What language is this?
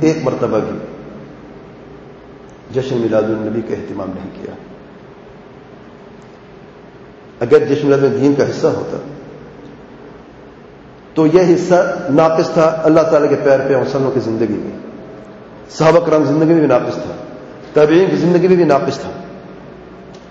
Urdu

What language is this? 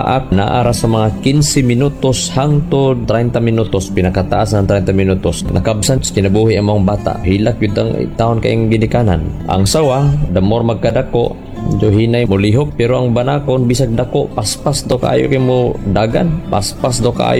Cebuano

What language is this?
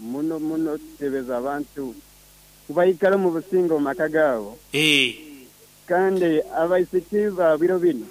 Nyankole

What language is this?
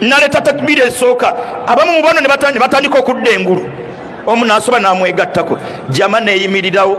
Ganda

